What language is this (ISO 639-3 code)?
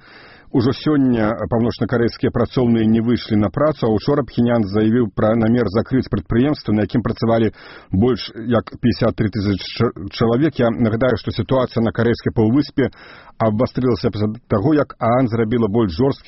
bel